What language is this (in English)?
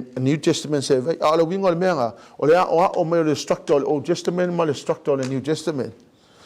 Samoan